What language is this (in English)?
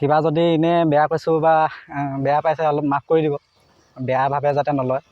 Assamese